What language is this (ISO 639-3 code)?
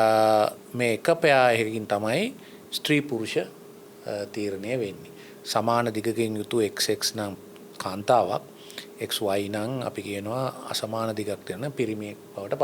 sin